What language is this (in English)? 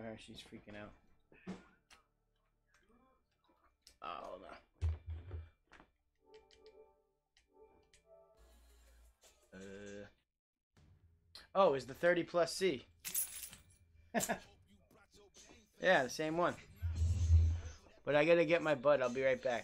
English